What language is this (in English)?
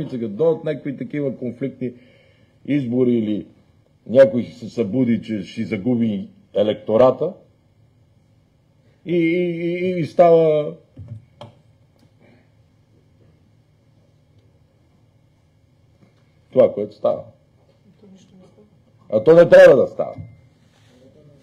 Bulgarian